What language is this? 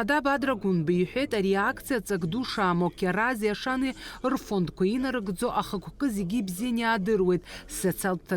Abkhazian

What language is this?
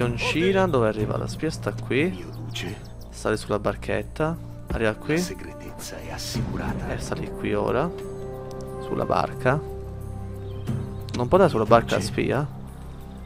Italian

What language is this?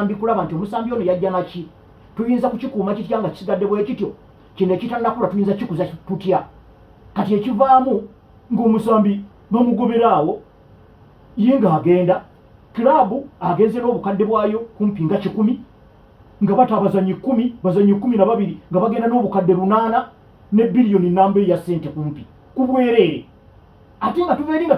Ganda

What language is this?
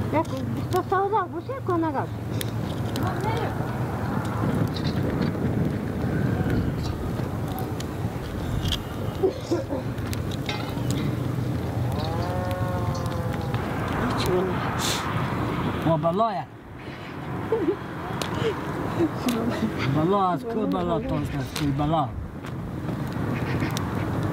Persian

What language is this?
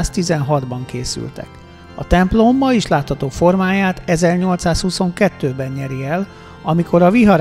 Hungarian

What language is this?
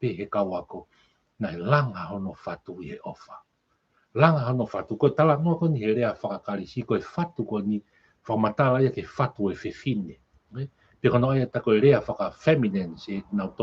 Tongan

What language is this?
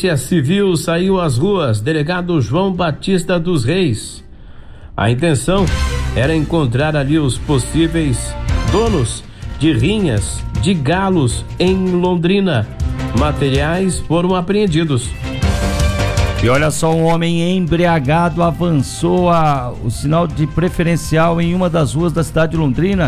Portuguese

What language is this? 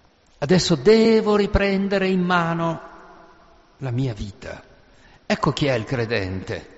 Italian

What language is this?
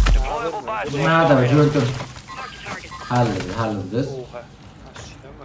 South Azerbaijani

